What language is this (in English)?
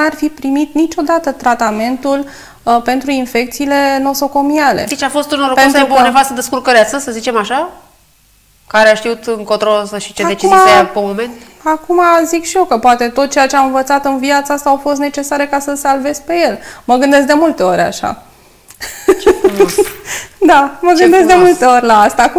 Romanian